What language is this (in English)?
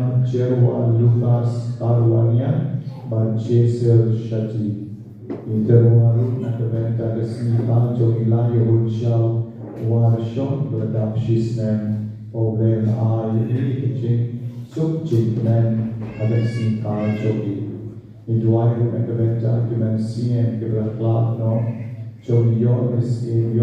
Khasi